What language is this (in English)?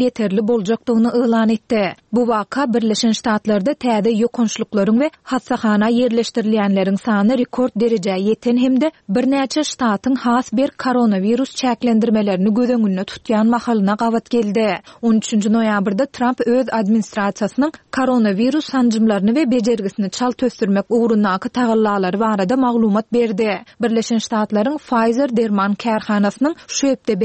Turkmen